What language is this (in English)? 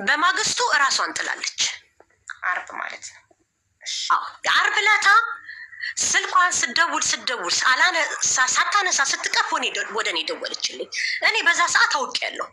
Amharic